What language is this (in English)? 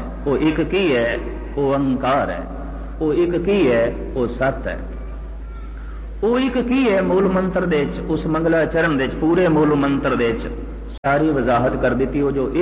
Punjabi